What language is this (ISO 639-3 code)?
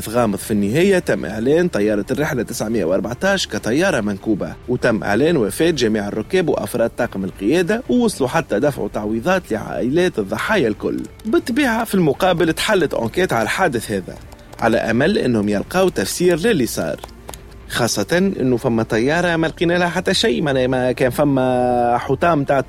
aeb